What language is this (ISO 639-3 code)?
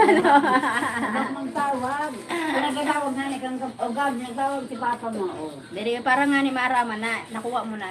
bik